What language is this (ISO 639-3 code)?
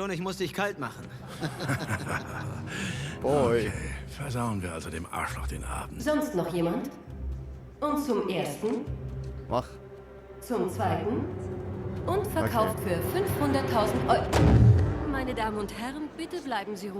gsw